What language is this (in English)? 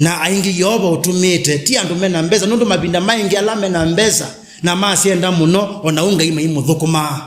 Kamba